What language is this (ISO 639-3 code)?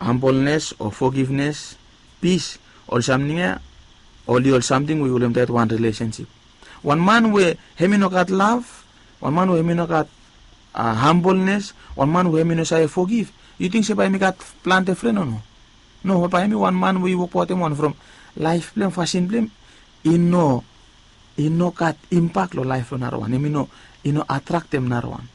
bis